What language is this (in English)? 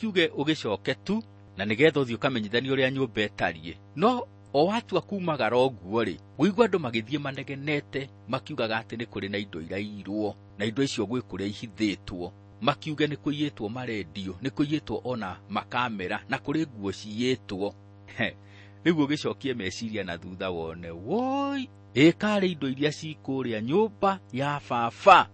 Kikuyu